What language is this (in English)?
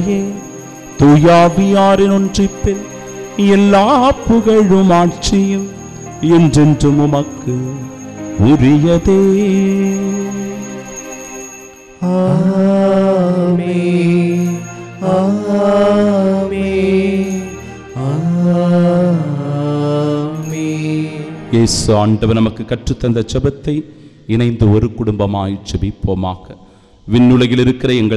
Tamil